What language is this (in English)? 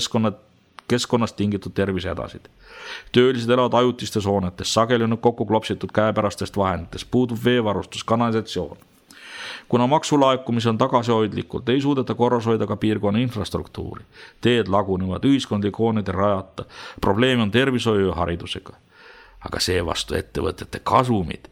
Estonian